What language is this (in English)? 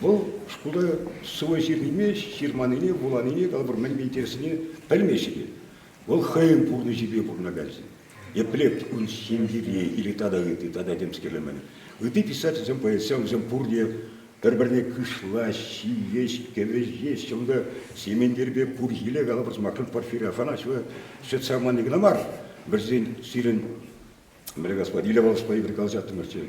Chuvash